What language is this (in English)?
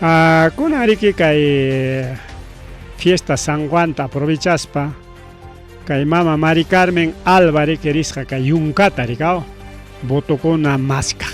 Ayacucho Quechua